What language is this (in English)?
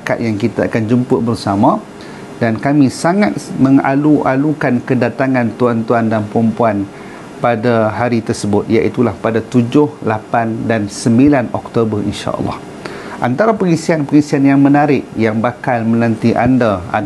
Malay